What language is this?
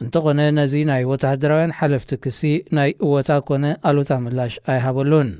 Tigrinya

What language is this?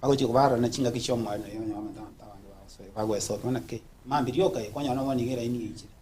Gusii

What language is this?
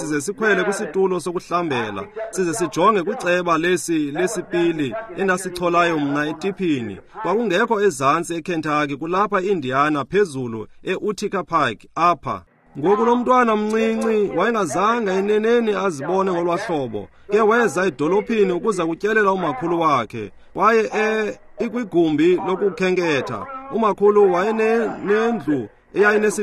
Xhosa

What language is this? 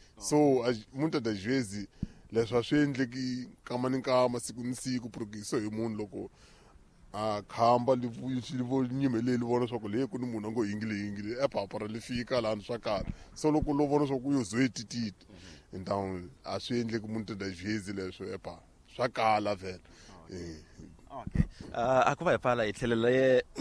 Tsonga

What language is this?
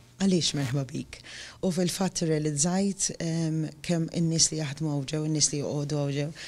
Maltese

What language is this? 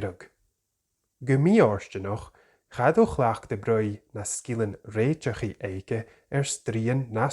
Scottish Gaelic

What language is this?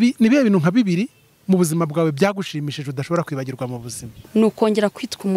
Kinyarwanda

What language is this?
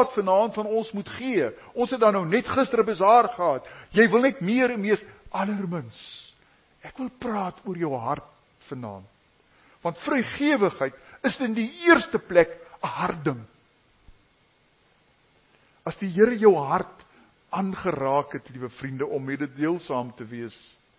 Afrikaans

